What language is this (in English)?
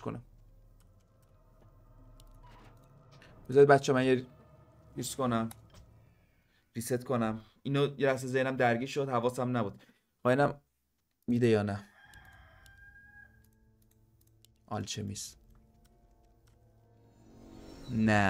Persian